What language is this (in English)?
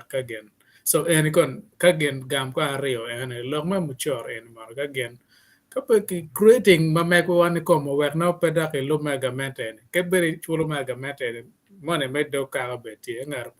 Acoli